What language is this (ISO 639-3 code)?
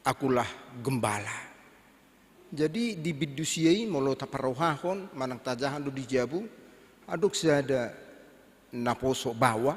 bbc